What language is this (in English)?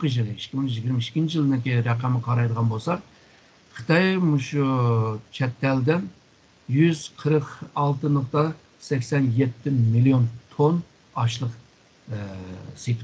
Uyghur